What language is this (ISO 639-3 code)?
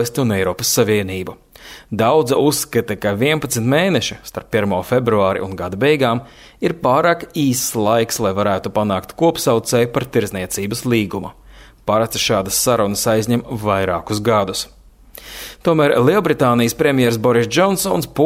lav